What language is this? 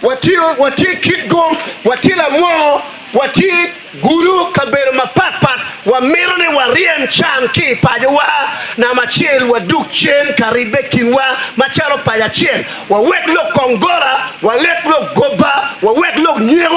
Acoli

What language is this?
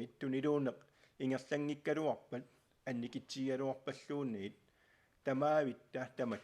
Kalaallisut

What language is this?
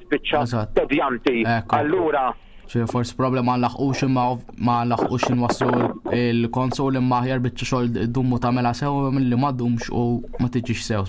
Maltese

